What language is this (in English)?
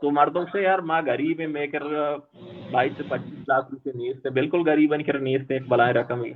Baluchi